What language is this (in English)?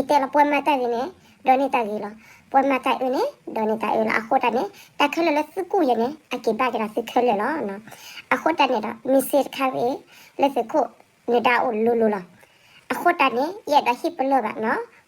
S'gaw Karen